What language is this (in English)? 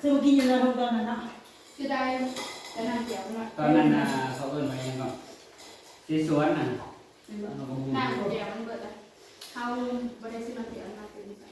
Northeastern Thai